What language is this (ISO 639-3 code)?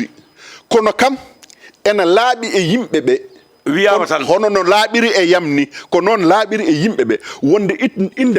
ful